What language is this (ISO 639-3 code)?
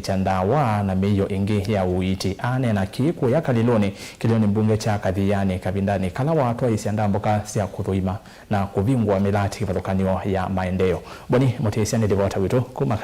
kam